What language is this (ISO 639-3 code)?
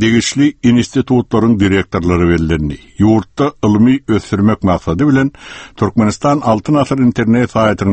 tuk